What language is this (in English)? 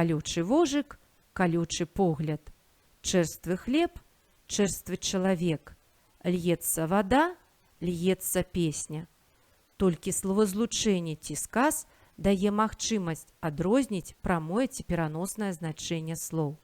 Belarusian